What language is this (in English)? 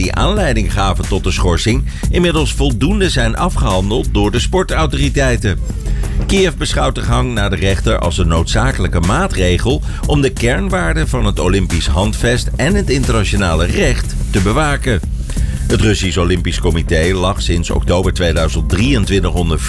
Dutch